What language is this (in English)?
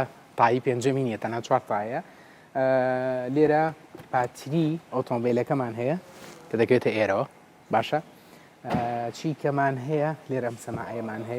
Central Kurdish